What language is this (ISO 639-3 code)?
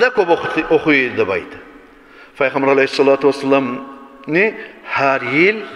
kum